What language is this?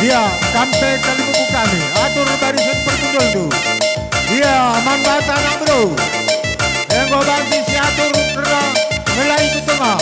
Batak Karo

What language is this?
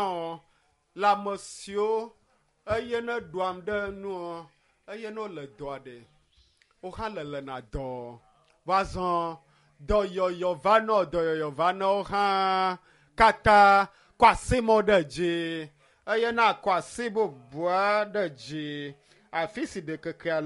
Ewe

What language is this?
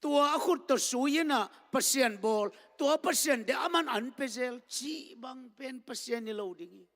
Tedim Chin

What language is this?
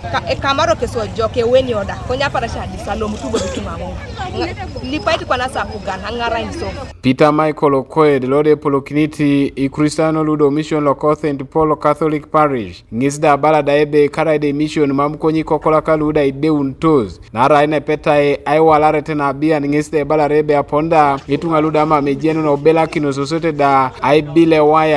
Teso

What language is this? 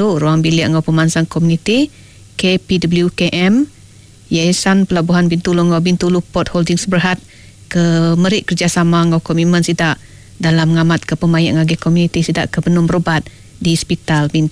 Iban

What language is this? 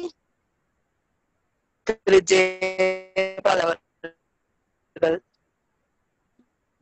Tamil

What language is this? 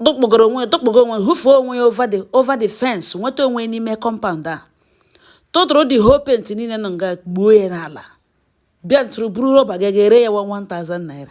Igbo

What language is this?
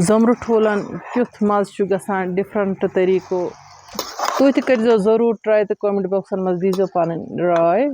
Kashmiri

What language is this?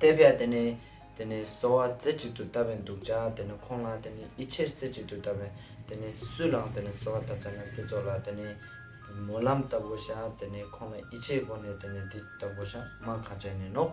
Ladakhi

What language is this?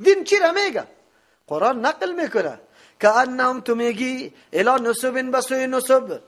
Persian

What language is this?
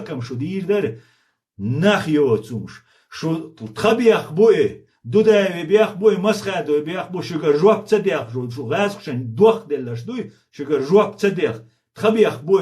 Chechen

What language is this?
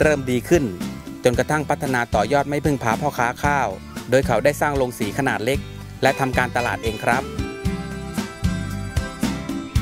Thai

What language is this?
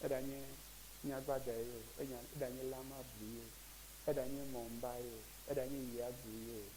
Ewe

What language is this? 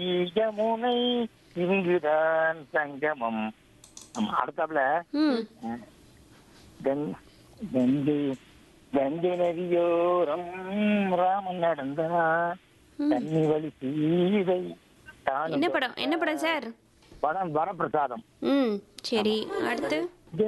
Tamil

